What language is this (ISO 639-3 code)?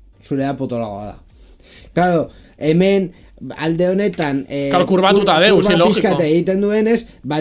eus